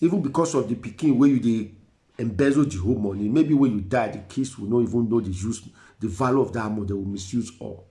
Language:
Nigerian Pidgin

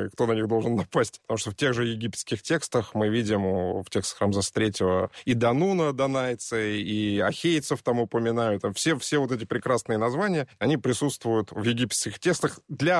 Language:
Russian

